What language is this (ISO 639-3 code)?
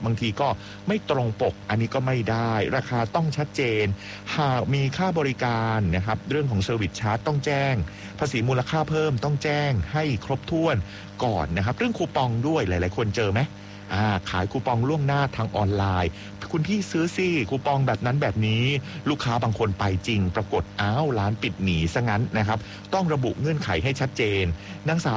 tha